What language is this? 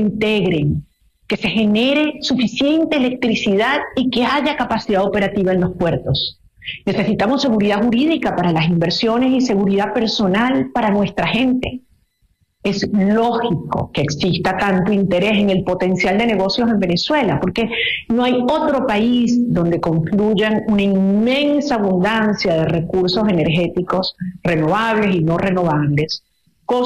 Spanish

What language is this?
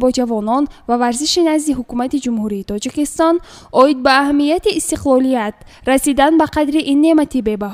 Tajik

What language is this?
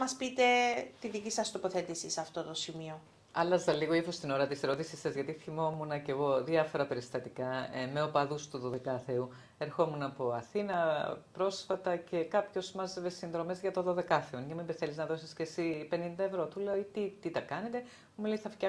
Greek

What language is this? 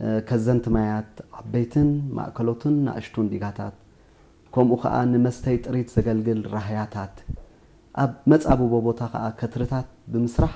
Tigrinya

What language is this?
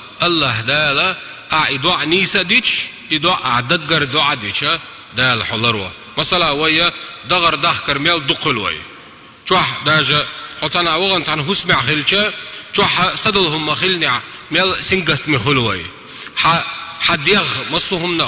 Chechen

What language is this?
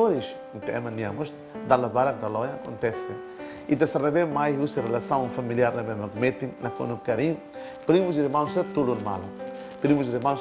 Tetum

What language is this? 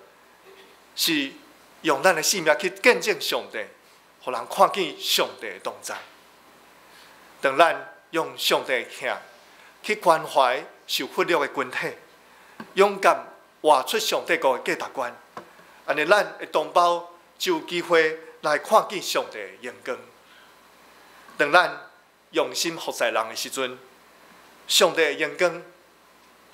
Min Nan Chinese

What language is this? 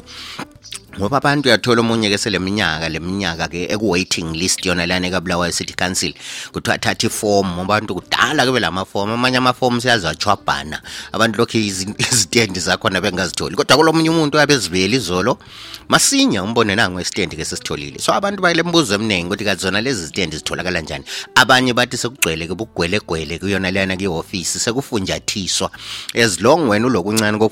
North Ndebele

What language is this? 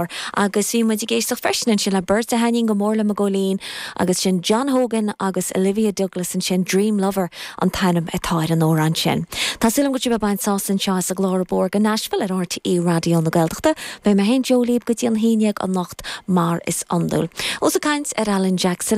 Irish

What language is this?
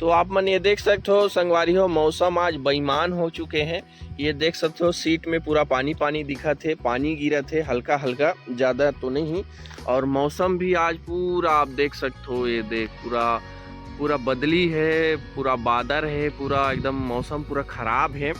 Chhattisgarhi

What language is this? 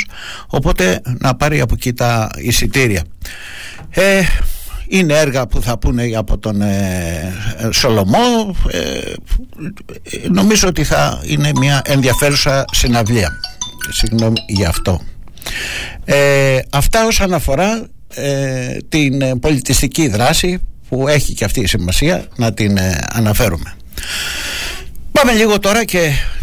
Greek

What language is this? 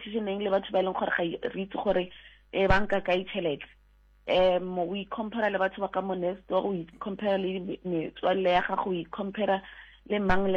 Southern Sotho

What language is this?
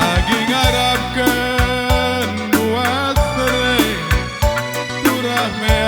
Batak Karo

